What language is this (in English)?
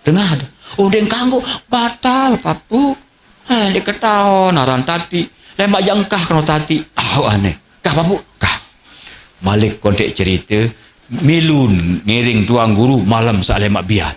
Sasak